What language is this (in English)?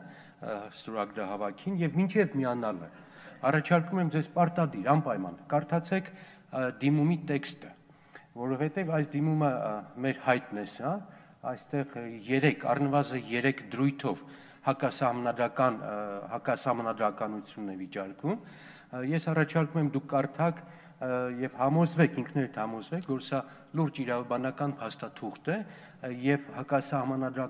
Armenian